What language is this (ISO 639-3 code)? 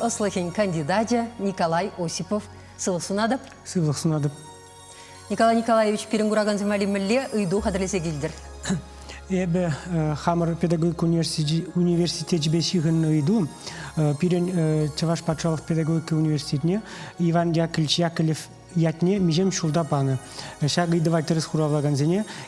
chv